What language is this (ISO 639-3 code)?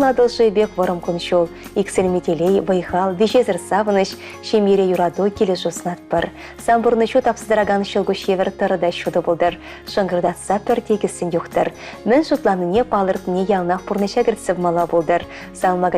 chv